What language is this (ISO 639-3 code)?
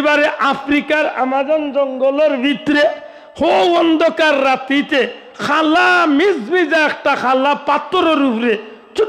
syl